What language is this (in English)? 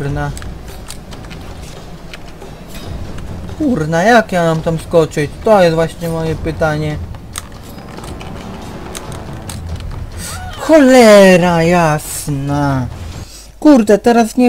Polish